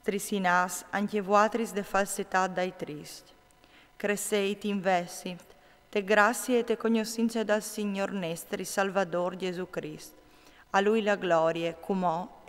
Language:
Friulian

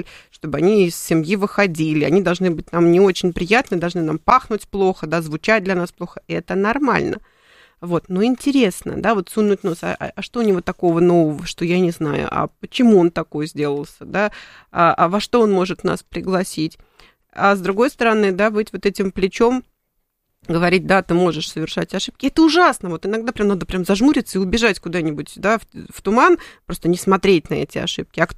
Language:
Russian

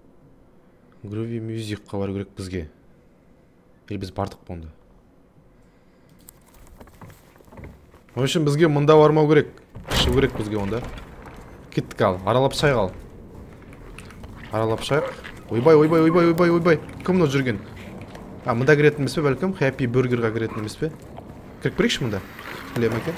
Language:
Kazakh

